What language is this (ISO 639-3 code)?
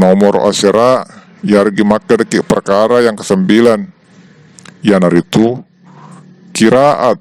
bug